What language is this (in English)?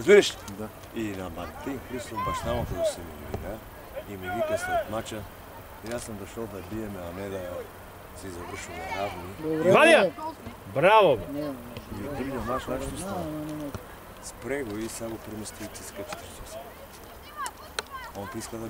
Bulgarian